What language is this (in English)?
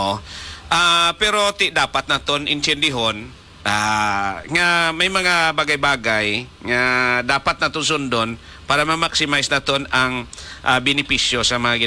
Hiligaynon